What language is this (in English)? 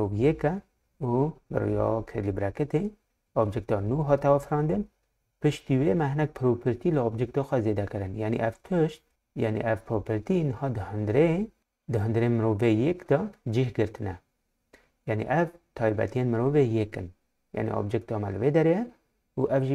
Kurdish